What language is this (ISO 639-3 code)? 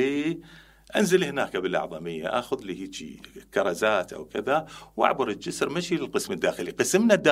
acm